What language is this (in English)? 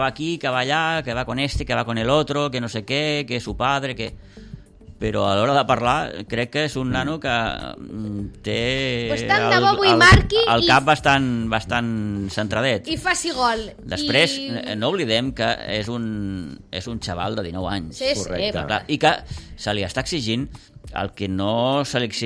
Catalan